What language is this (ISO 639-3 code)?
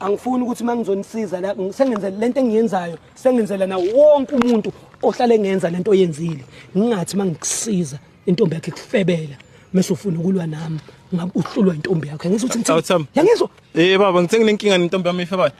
zul